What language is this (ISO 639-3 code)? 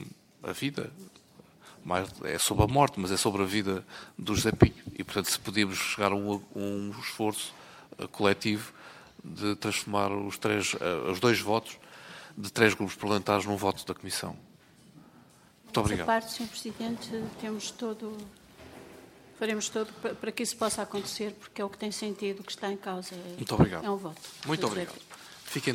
por